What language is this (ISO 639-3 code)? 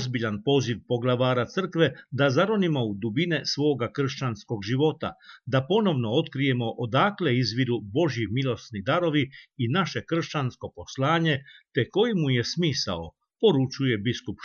hrv